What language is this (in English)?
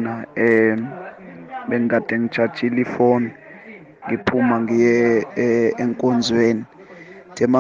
Zulu